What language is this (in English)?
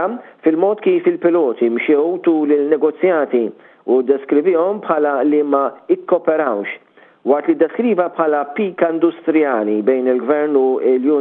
Maltese